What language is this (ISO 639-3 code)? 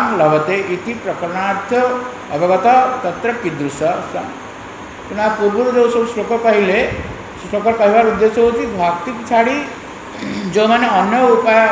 ori